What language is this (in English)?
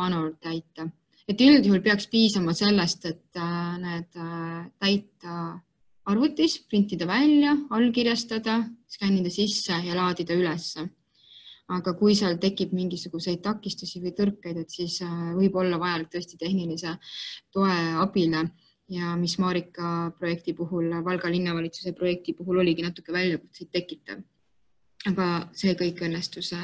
Estonian